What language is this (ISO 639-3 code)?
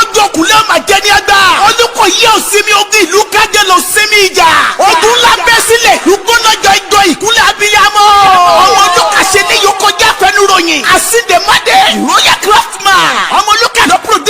yor